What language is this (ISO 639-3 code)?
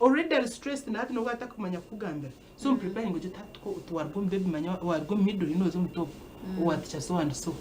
nyn